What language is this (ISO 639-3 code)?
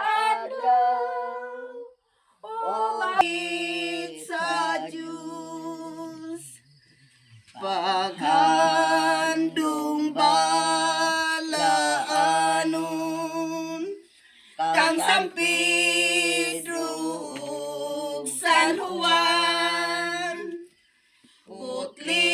ceb